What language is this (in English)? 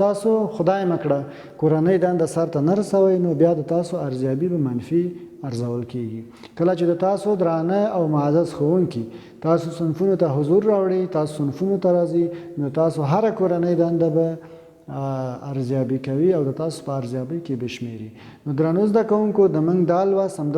Pashto